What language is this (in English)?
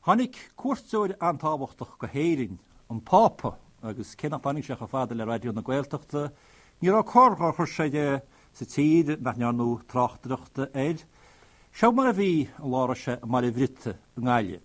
Irish